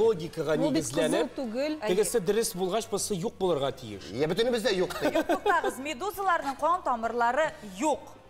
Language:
Tatar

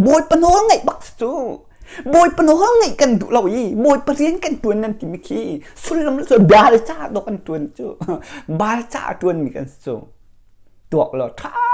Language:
Hakha Chin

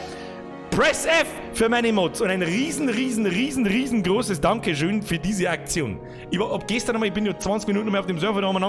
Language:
Bavarian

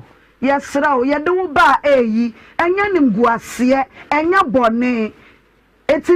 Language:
Akan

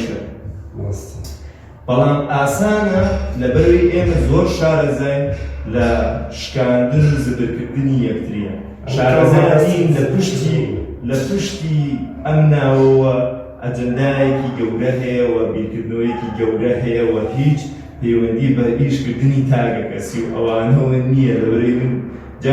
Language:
Central Kurdish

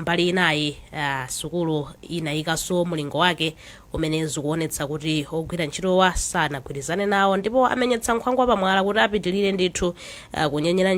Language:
Nyanja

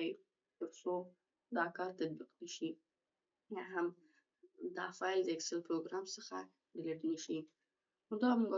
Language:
Pashto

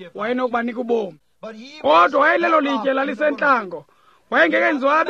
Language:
Xhosa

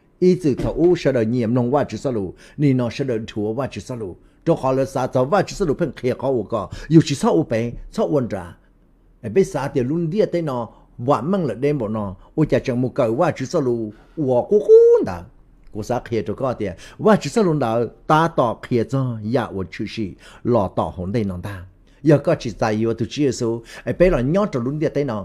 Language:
Hmong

